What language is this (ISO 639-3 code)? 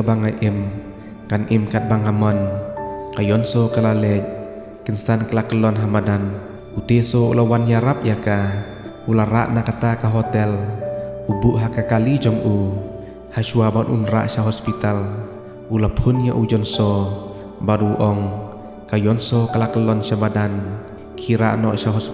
kha